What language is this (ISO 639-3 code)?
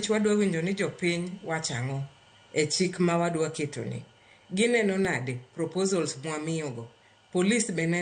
luo